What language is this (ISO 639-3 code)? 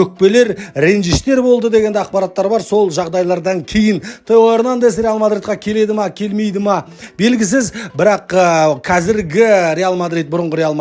kaz